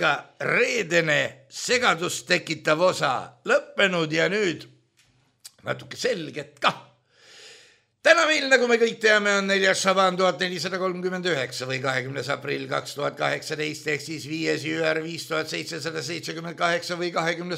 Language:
Estonian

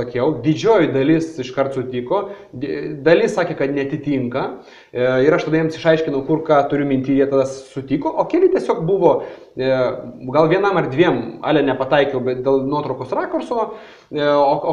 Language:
Lithuanian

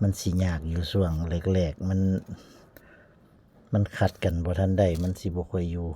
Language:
Northeastern Thai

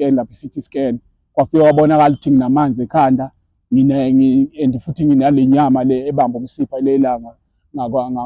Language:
Zulu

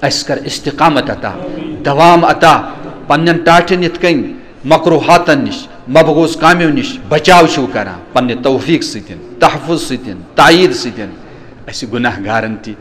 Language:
Kashmiri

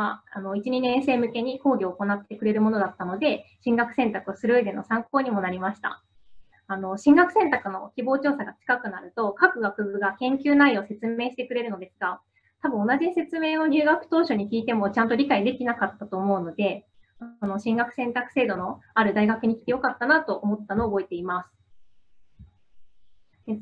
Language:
Japanese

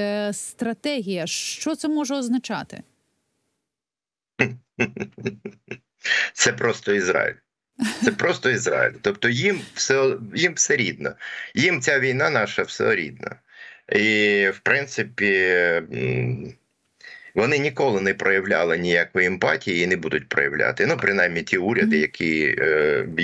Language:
Ukrainian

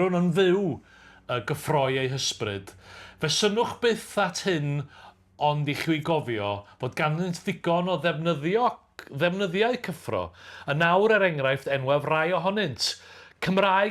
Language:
Welsh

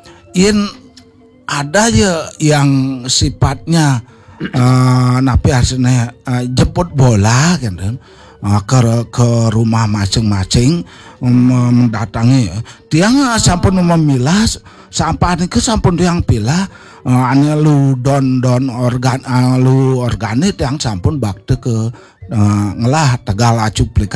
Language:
Balinese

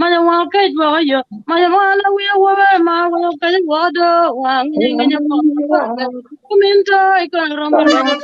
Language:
Acoli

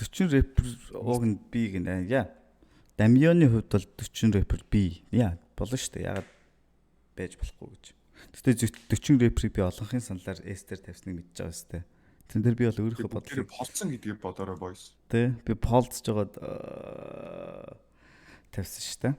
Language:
Mongolian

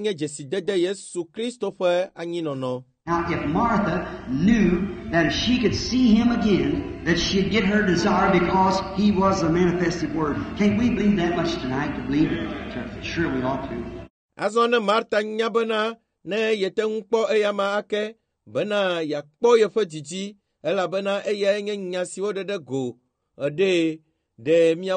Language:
Ewe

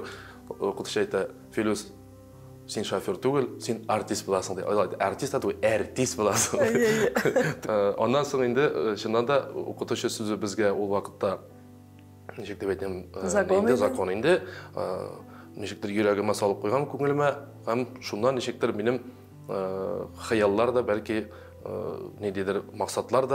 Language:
Tatar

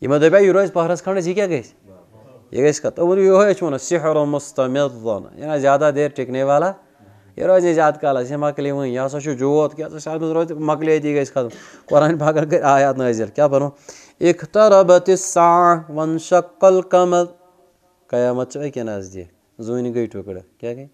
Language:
Kashmiri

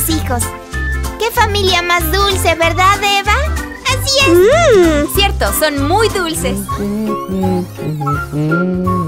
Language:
Spanish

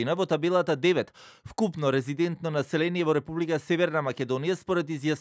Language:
Macedonian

